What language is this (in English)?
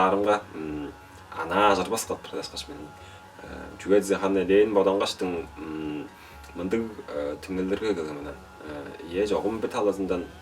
Tuvinian